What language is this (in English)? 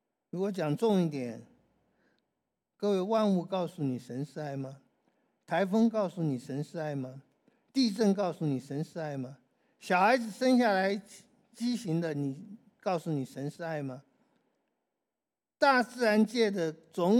Chinese